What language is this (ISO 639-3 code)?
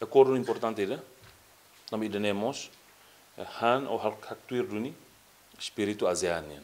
tet